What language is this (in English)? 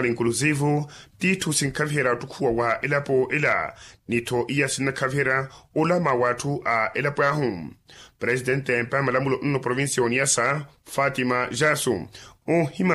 Makhuwa